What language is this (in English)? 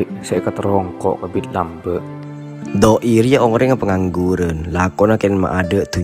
Madurese